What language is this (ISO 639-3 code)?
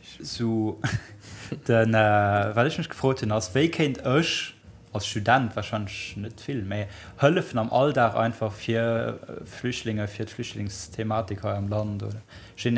ltz